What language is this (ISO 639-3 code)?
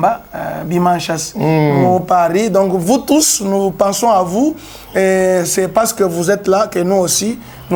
lua